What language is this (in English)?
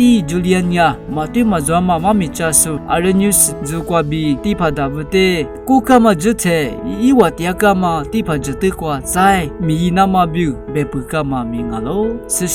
Lisu